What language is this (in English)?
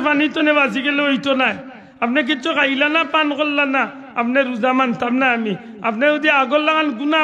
Sylheti